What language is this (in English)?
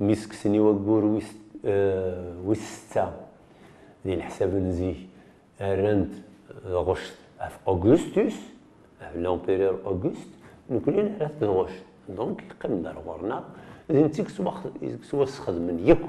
Kabyle